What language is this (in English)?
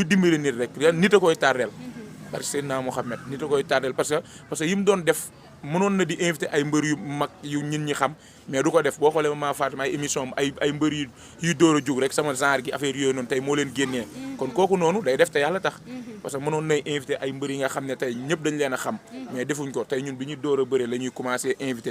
Wolof